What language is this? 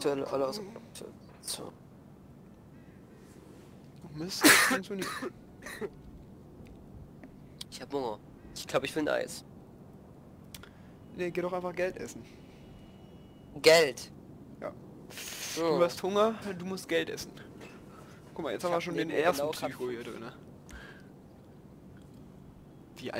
German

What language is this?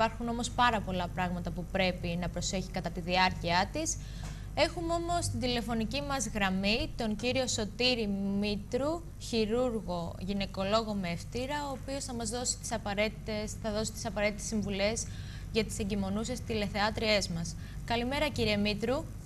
Greek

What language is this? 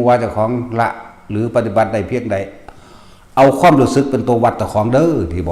Northeastern Thai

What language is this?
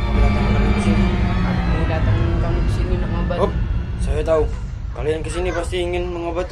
Musi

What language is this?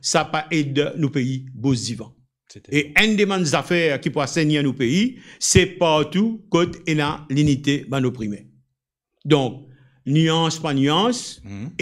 Morisyen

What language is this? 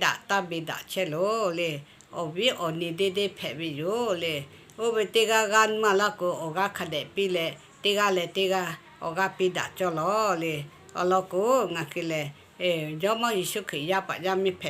Lahu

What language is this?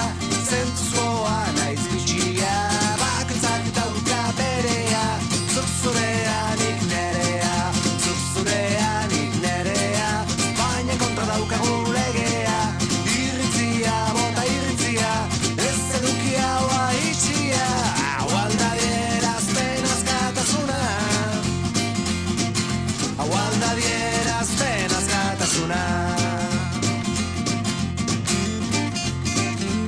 Basque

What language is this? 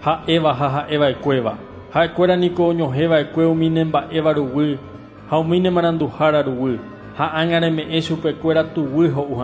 Guarani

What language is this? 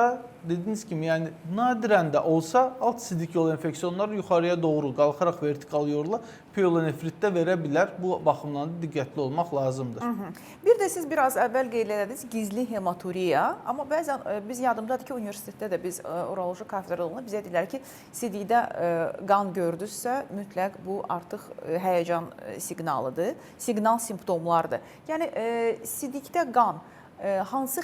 Azerbaijani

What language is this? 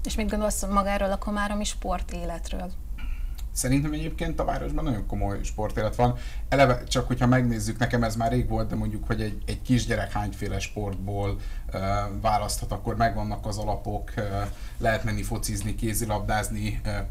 Hungarian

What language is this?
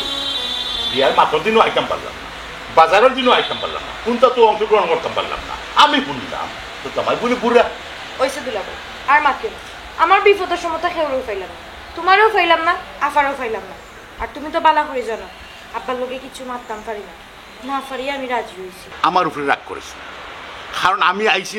Sylheti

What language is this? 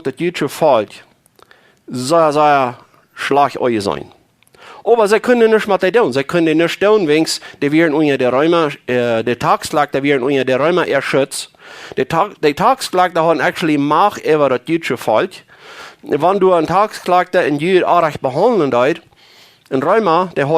Plautdietsch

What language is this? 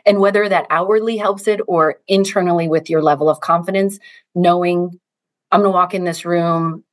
English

